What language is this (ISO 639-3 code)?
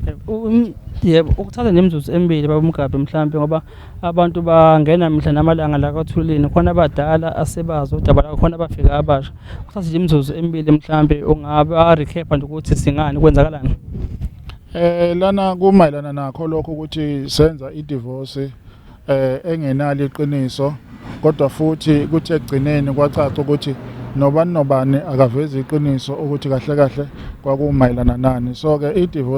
zul